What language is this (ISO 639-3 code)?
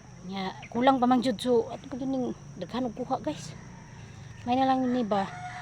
ceb